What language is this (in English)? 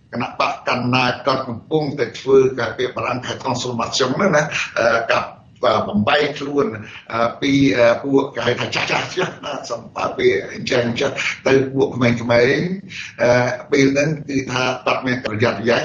Khmer